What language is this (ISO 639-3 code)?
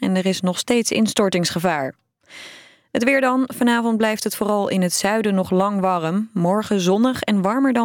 nld